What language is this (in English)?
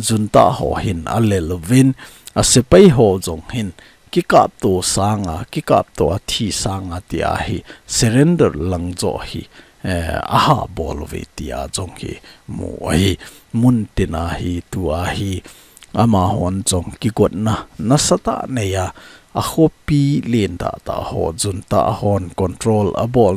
Thado Chin